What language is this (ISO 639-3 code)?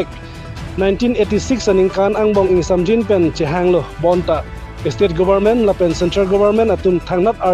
mjw